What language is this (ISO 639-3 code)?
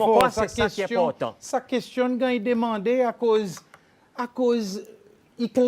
crs